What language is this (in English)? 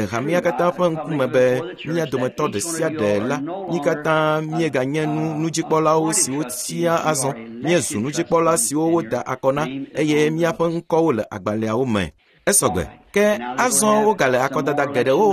Ewe